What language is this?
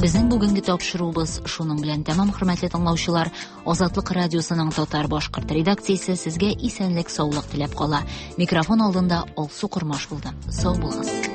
Tatar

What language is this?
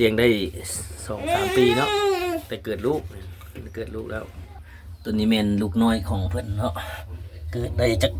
Lao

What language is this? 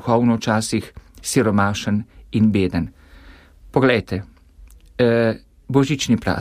Slovenian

